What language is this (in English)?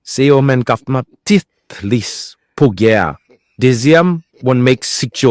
Haitian Creole